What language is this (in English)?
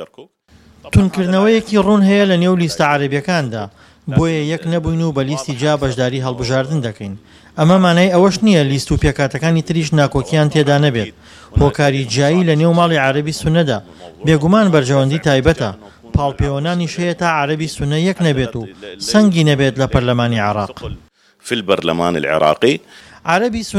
Central Kurdish